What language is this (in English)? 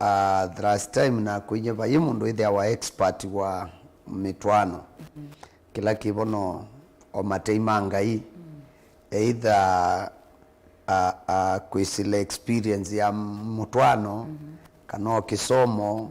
Kamba